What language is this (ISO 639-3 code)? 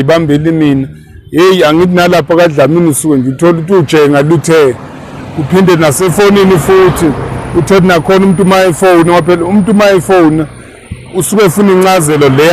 zul